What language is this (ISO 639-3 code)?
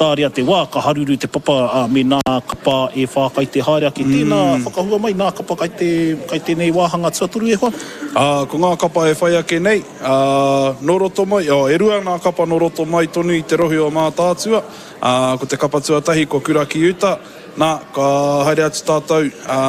mri